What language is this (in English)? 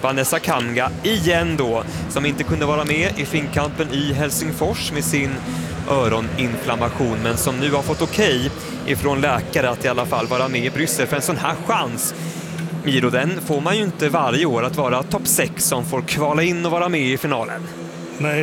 Swedish